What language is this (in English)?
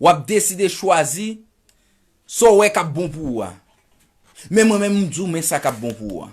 Haitian Creole